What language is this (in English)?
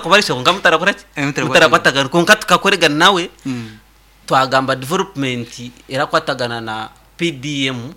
Nyankole